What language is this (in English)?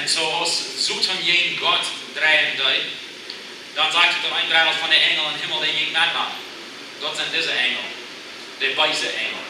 Plautdietsch